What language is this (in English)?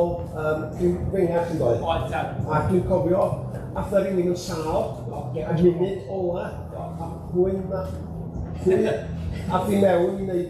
Welsh